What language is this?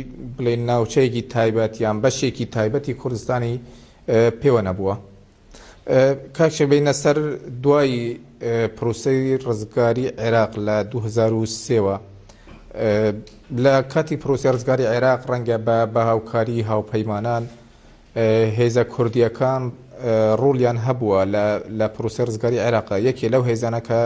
Central Kurdish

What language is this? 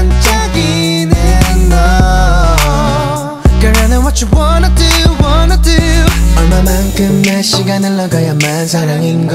Korean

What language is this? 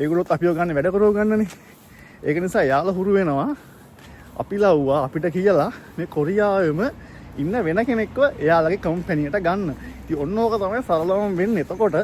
Sinhala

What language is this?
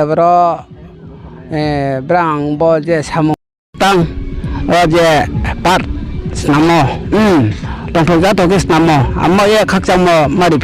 Riang (India)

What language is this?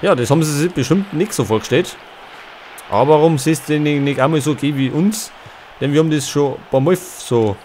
Bavarian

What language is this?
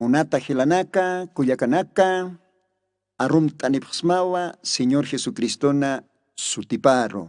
Aymara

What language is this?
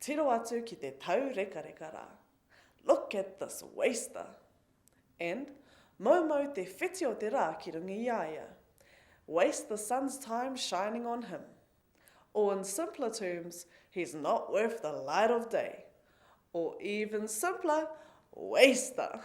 Māori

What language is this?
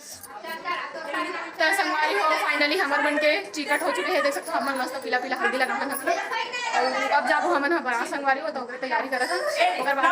Chhattisgarhi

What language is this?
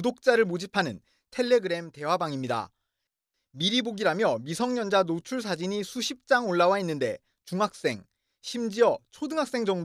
Korean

